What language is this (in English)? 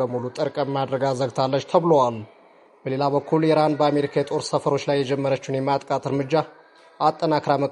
Amharic